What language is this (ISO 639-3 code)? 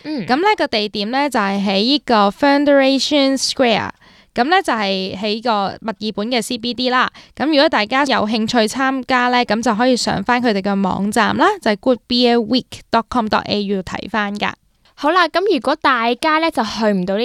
yue